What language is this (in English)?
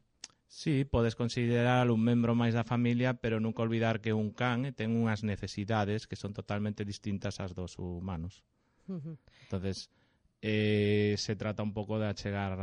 Galician